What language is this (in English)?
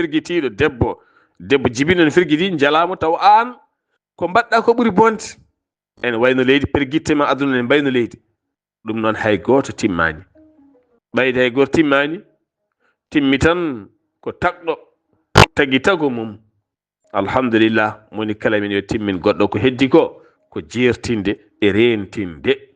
Fula